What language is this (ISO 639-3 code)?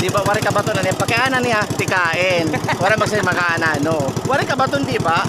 war